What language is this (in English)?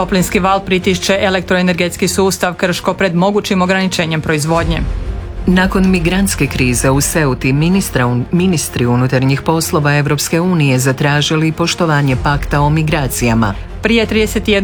Croatian